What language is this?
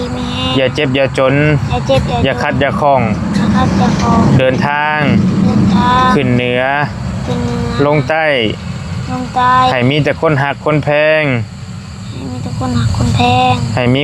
Northeastern Thai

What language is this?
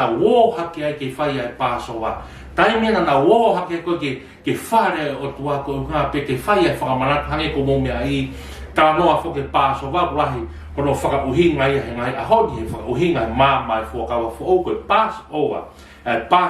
Tongan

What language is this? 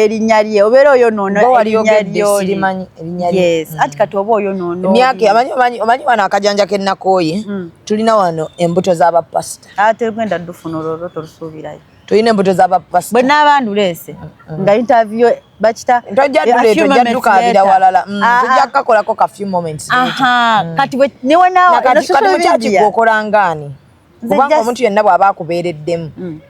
Ganda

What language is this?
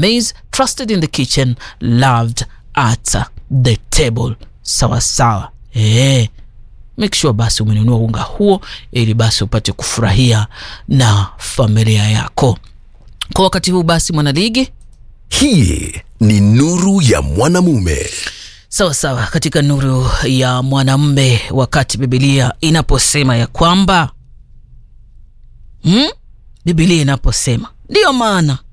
Swahili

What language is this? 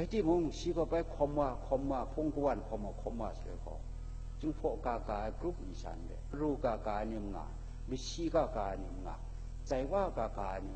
Kachin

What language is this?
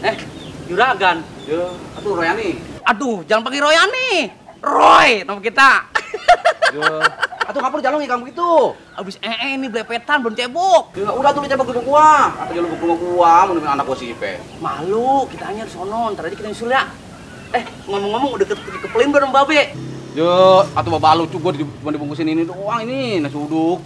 Betawi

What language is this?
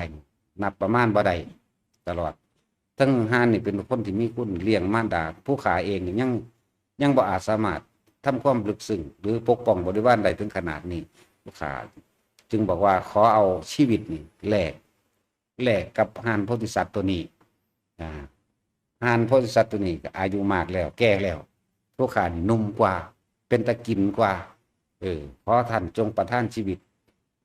Lao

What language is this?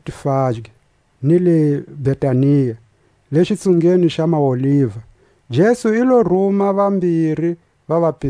Tswa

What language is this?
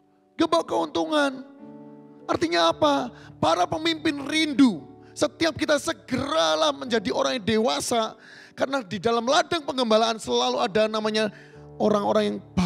Indonesian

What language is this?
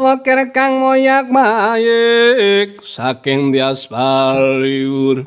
Javanese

